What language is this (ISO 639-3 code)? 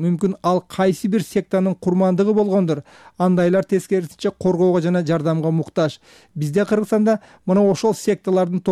kir